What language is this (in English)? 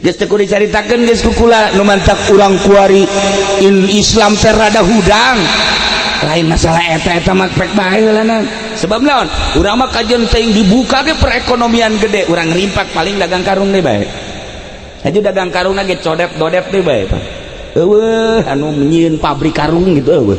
Sundanese